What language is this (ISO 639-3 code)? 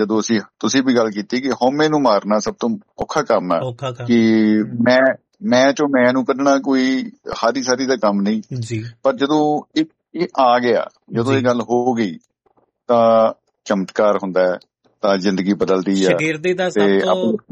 pan